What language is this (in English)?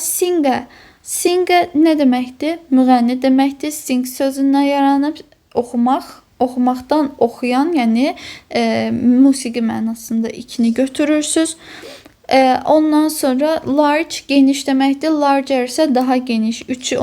Azerbaijani